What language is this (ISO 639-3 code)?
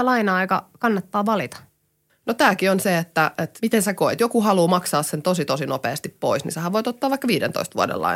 fin